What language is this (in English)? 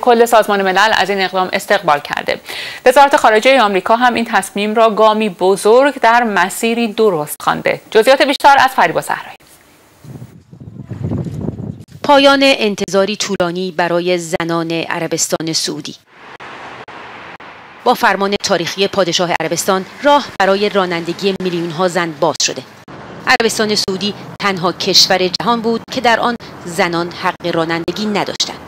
Persian